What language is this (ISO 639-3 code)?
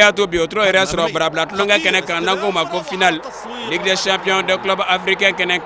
bam